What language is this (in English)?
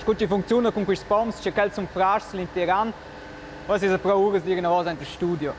Romansh